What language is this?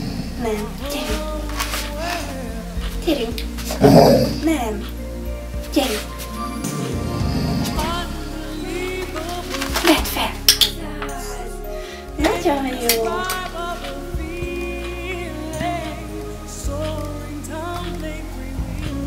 Hungarian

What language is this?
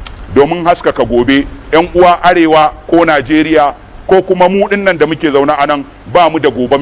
Hausa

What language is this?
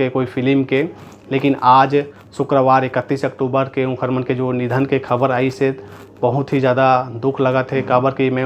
Chhattisgarhi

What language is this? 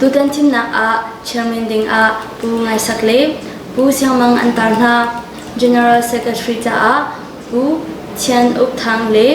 Hakha Chin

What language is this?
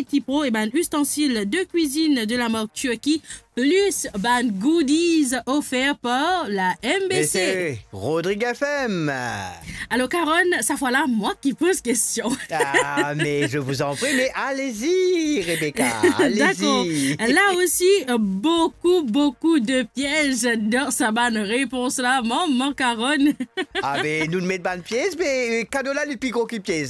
Morisyen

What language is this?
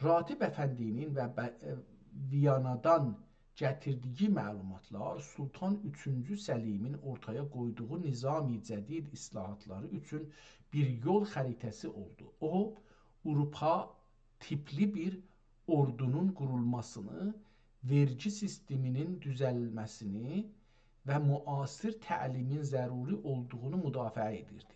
South Azerbaijani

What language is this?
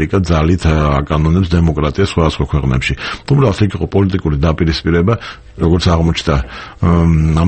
Georgian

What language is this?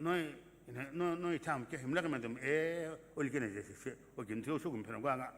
Sumi Naga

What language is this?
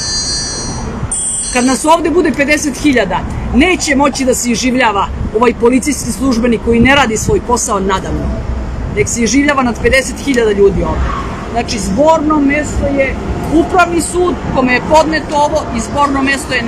Serbian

